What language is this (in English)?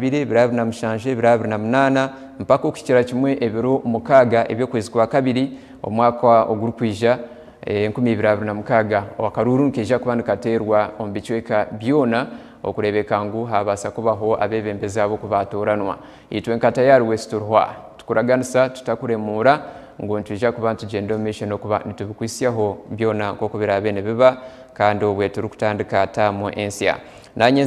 Nyankole